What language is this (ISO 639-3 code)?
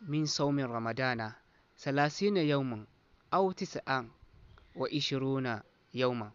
dje